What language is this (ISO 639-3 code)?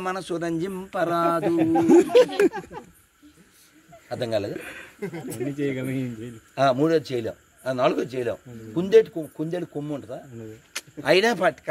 tel